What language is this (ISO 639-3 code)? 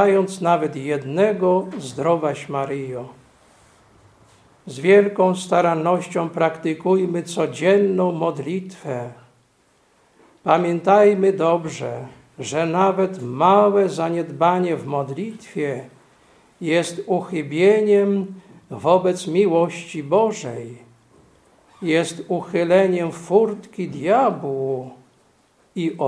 pol